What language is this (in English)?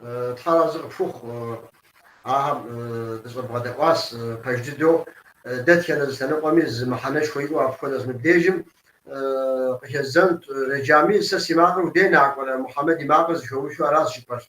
Kabardian